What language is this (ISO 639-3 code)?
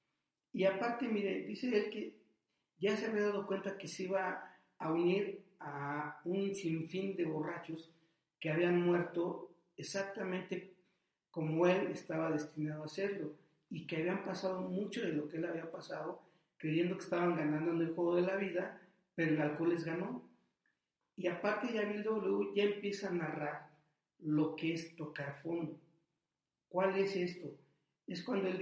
spa